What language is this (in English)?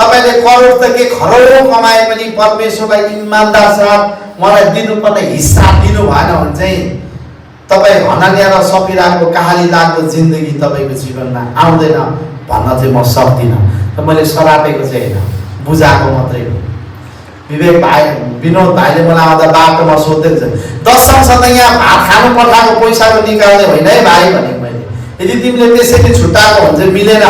Nepali